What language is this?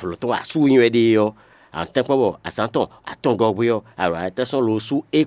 Fon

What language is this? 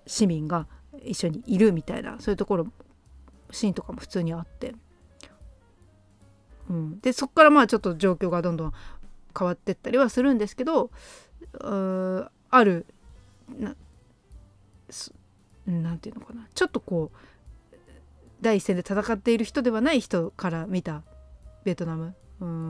Japanese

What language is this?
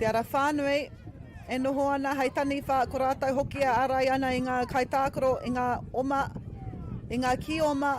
Māori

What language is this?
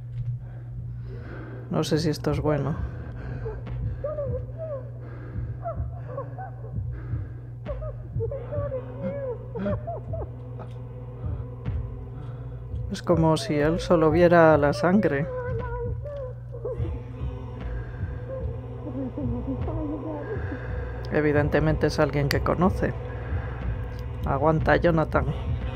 Spanish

